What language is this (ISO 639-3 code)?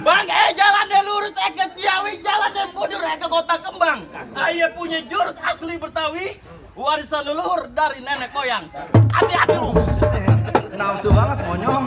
bew